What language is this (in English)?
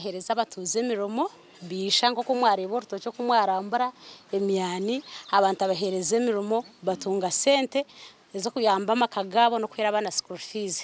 Nyankole